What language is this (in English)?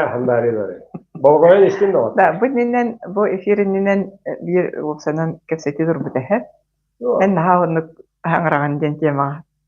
Yakut